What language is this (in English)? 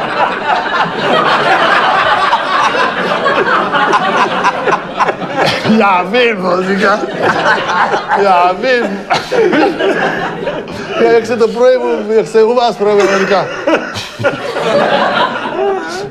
Czech